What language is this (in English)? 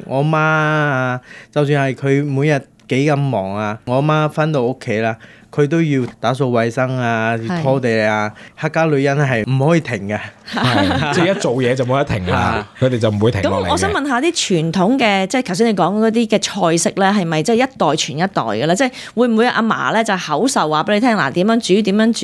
Cantonese